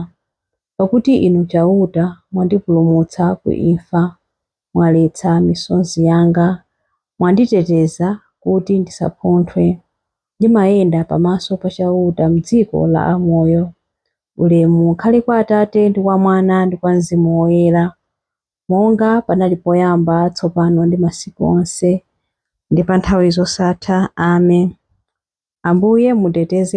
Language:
Nyanja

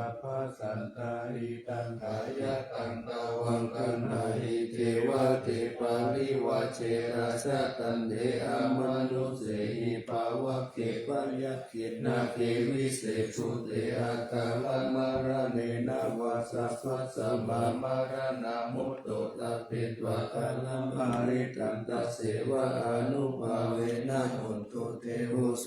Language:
Pali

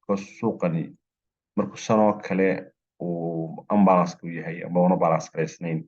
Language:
Somali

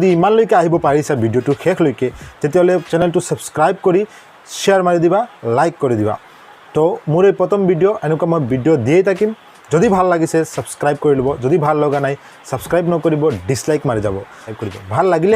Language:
Assamese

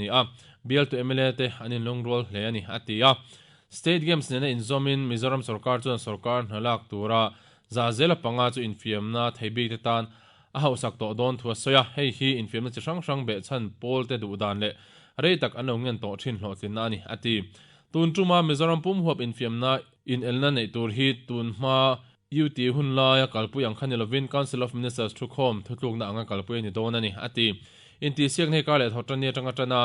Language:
Mizo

